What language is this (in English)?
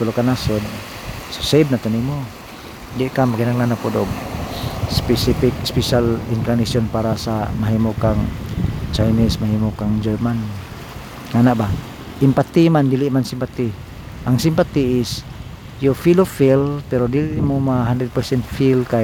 Cebuano